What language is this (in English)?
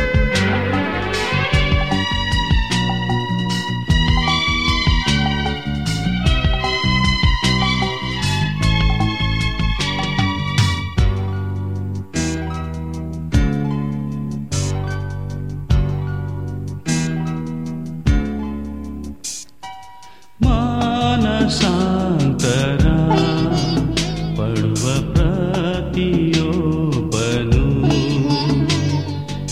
Kannada